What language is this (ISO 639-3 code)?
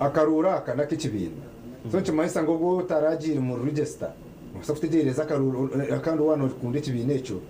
nyn